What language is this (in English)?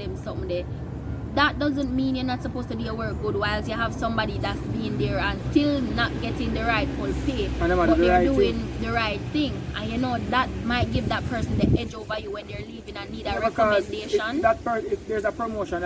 Jamaican Creole English